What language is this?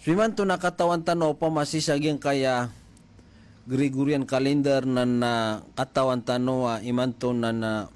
Maranao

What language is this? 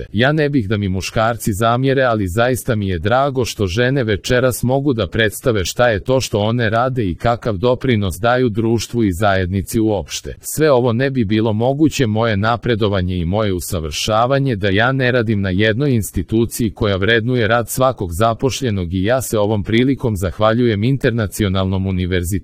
Serbian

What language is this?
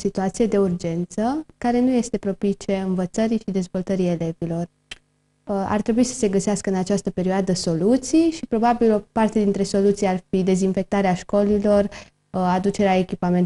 Romanian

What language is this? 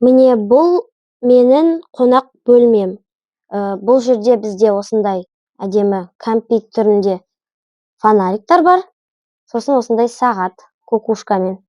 Kazakh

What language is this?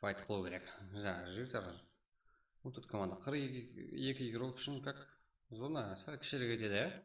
Kara-Kalpak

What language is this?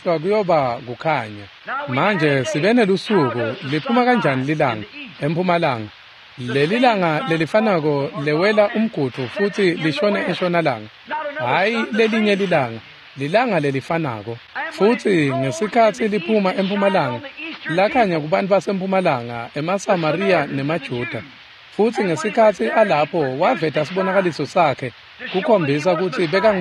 Swati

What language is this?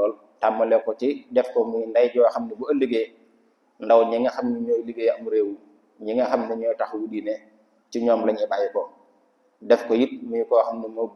Wolof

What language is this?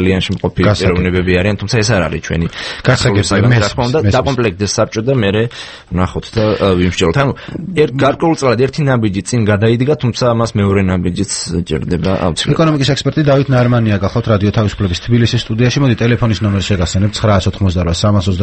Georgian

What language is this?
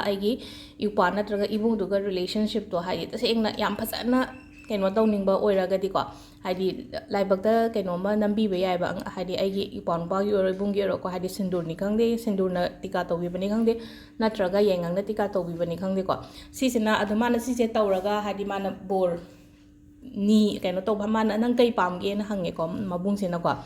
Manipuri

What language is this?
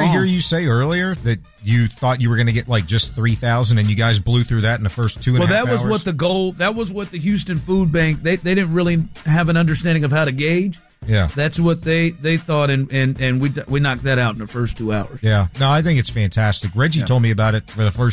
English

